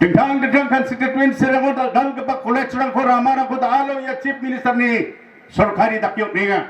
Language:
Garo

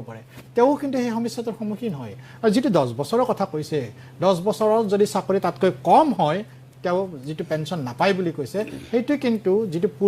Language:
Assamese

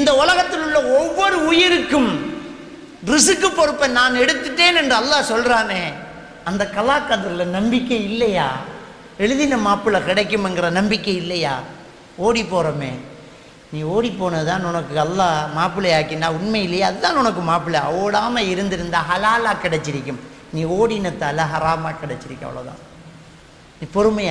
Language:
Tamil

